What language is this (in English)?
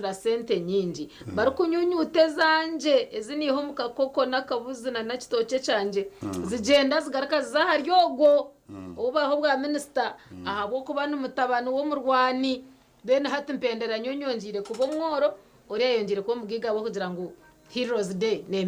Nyankole